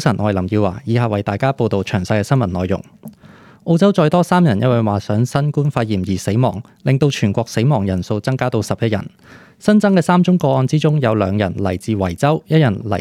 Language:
Cantonese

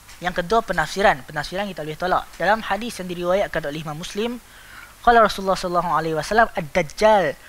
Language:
Malay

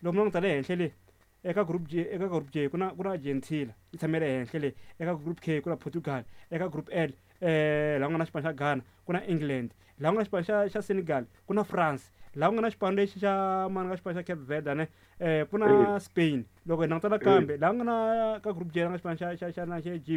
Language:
Tsonga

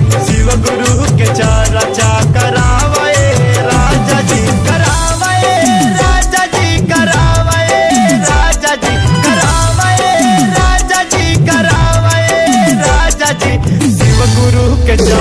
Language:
Bhojpuri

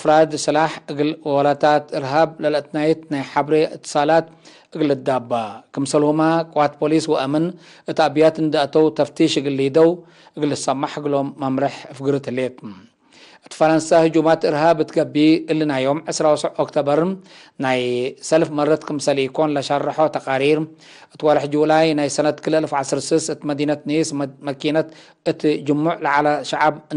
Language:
Tigre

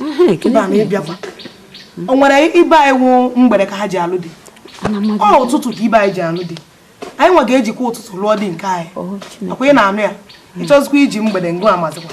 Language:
Igbo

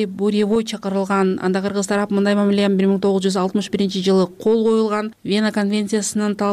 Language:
Kyrgyz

